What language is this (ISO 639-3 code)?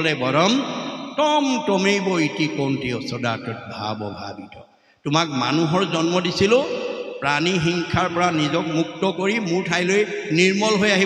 asm